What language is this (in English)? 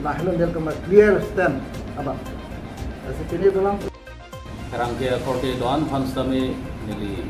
Karbi